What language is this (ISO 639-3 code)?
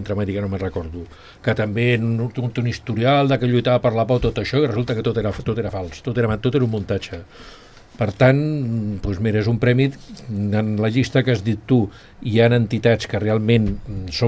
cat